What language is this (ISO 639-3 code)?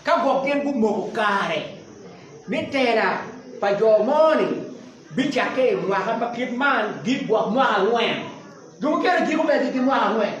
ach